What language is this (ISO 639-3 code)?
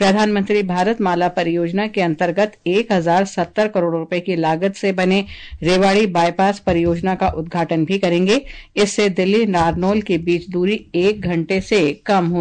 hin